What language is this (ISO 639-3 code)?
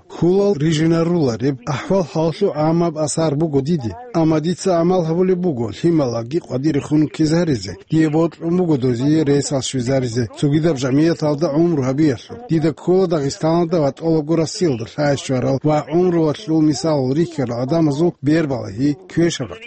ava